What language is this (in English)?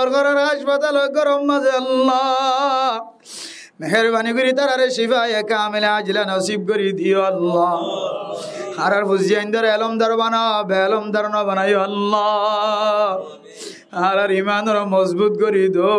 Rohingya